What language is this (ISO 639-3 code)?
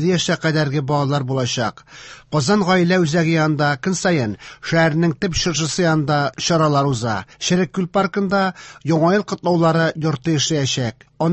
tat